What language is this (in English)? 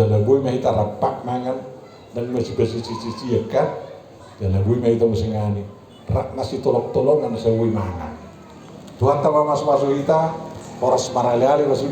Batak Toba